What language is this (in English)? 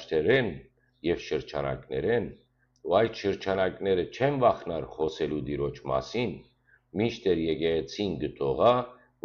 Western Armenian